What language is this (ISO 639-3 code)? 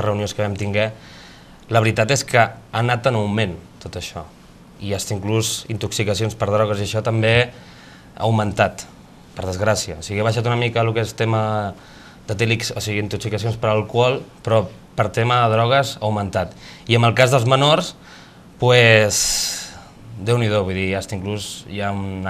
cat